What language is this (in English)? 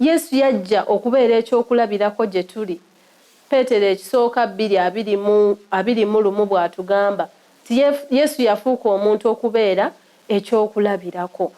Ganda